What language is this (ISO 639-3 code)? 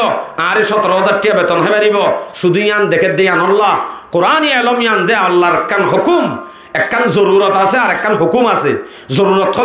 rhg